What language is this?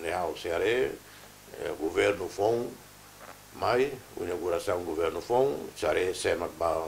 Tetum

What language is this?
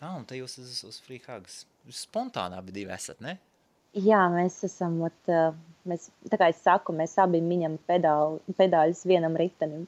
Latvian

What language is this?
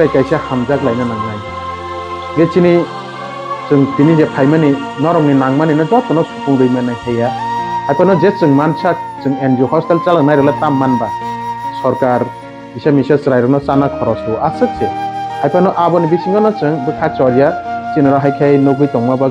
Kok Borok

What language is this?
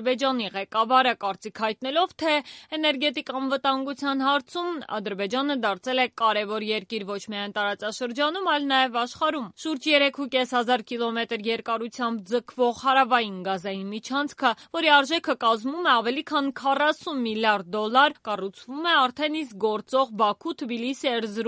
Armenian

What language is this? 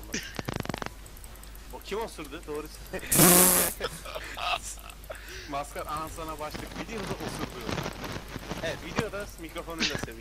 Turkish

